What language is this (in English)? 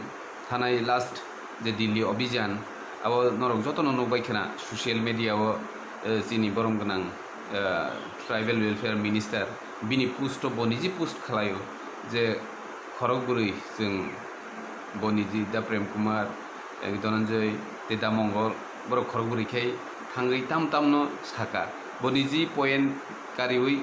Kok Borok